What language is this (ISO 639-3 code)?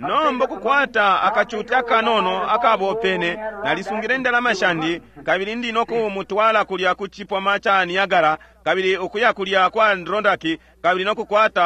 bem